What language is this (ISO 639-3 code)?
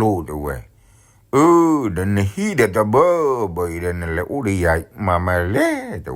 ksw